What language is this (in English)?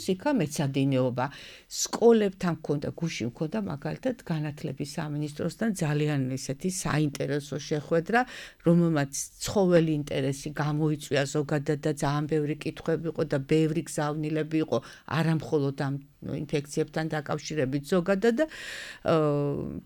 Georgian